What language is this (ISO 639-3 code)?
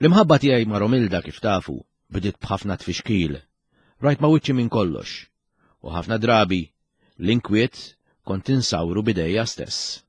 mlt